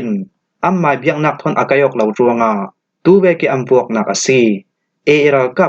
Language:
Falam Chin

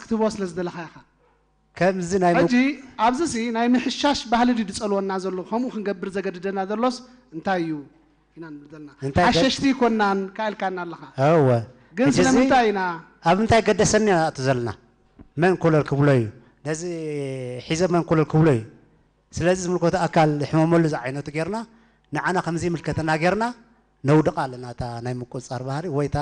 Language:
Tigrinya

